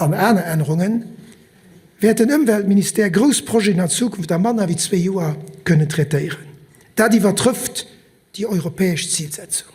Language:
Luxembourgish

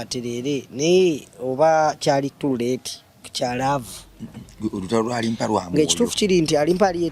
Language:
Ganda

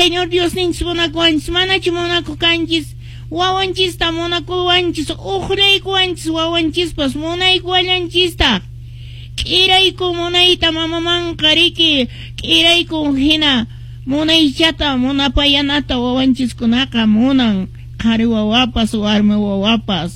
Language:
Quechua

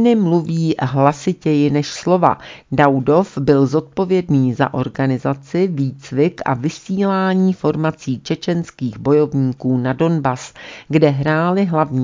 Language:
Czech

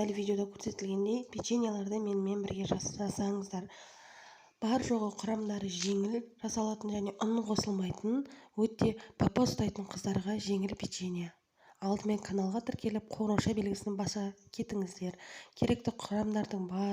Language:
Kazakh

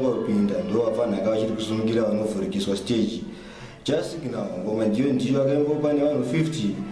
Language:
Shona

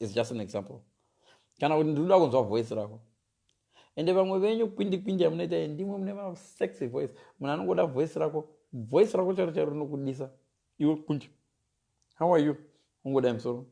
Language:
Shona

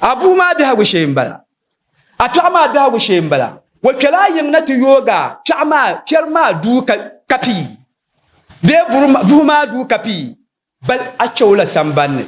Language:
Dagbani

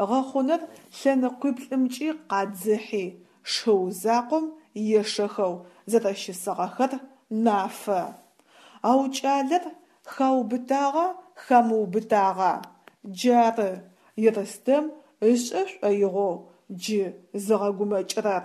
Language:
Adyghe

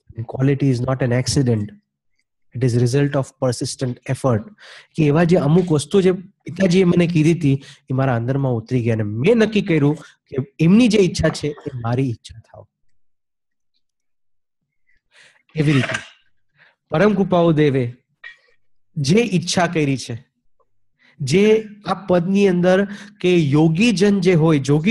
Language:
Gujarati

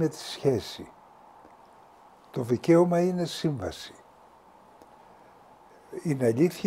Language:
Greek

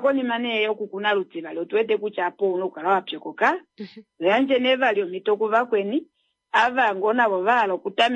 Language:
Kuanyama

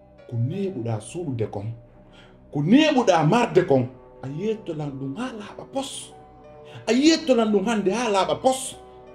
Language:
Pular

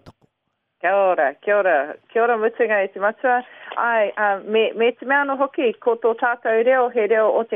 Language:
Māori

